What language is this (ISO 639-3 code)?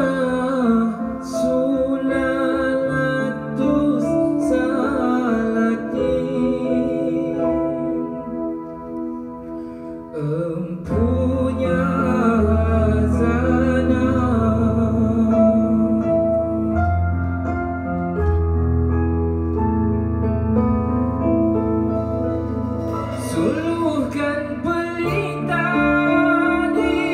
msa